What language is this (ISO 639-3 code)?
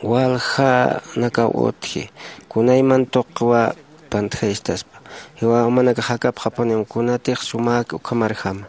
aym